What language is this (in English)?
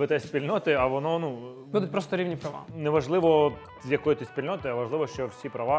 Ukrainian